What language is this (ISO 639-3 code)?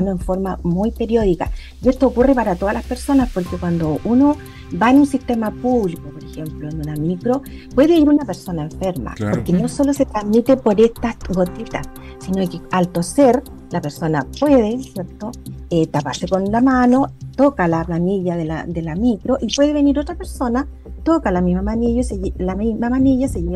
spa